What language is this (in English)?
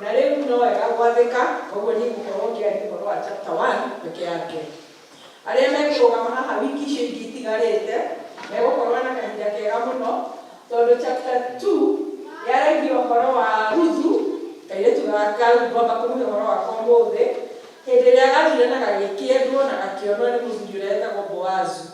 Kikuyu